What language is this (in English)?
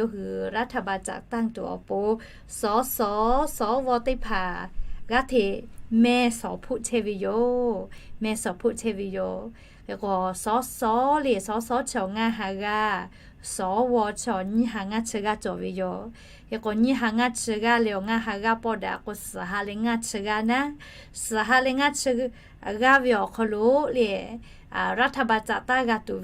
Lahu